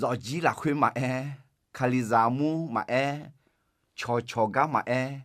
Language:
Akha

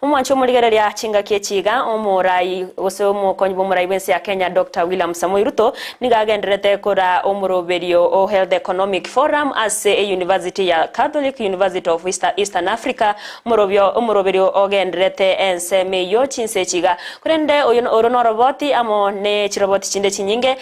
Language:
Gusii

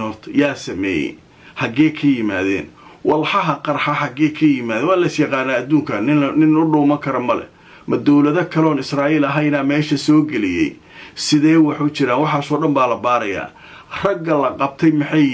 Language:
Somali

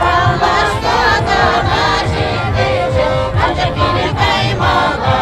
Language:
Chuvash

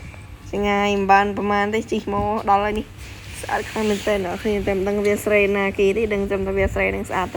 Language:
Khmer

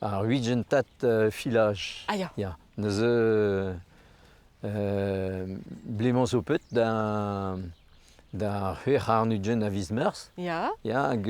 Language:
Breton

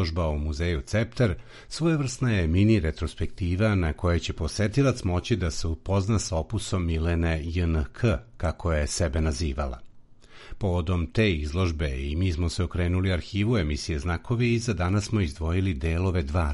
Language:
Serbian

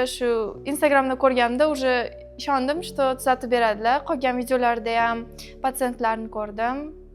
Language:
Uzbek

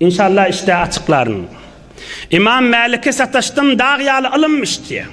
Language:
Turkmen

